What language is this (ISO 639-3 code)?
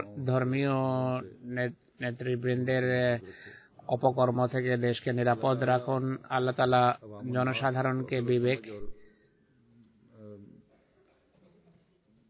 ben